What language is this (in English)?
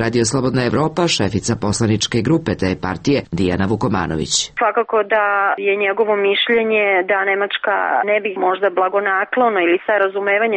Serbian